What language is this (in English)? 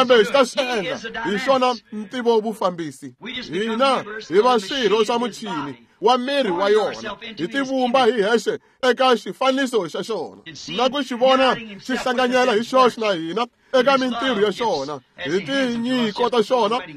Tsonga